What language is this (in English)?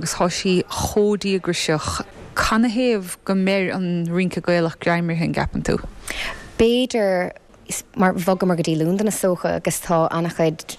Irish